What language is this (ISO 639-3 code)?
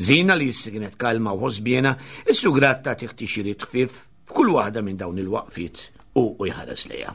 mlt